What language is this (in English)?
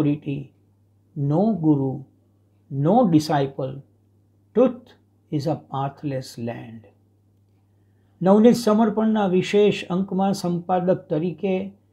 Gujarati